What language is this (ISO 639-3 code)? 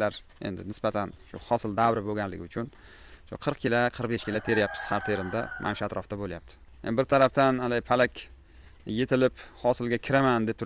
uzb